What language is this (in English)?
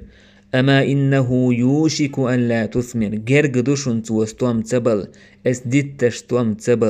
Chechen